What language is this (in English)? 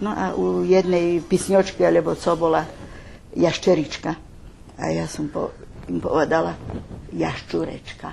Rusyn